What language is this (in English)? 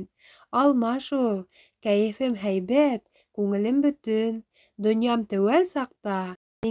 Bashkir